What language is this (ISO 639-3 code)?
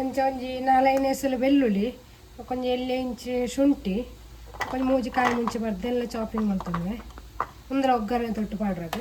tcy